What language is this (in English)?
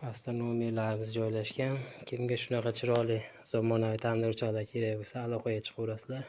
Uzbek